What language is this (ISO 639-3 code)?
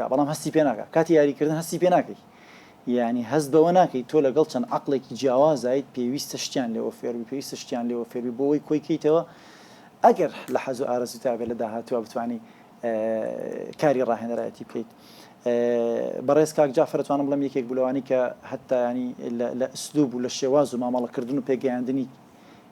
ckb